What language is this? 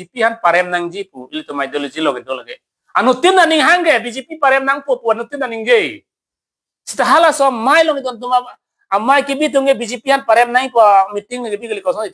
Karbi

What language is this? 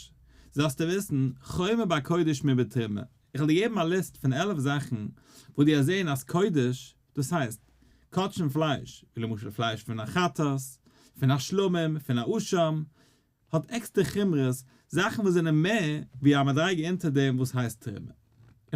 Yiddish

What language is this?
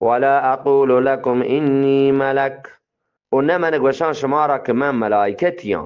Eastern Balochi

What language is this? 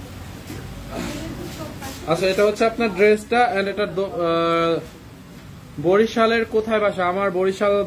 Bangla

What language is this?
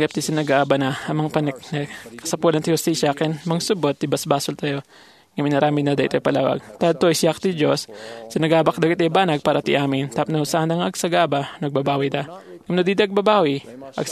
Iloko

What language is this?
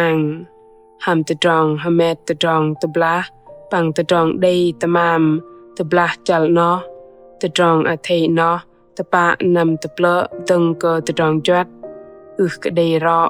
Bahnar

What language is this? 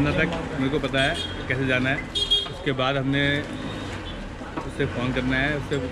Hindi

